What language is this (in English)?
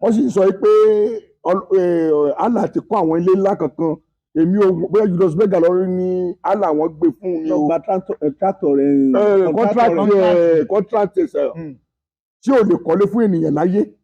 Yoruba